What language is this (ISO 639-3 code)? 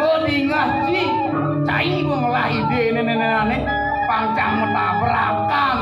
ban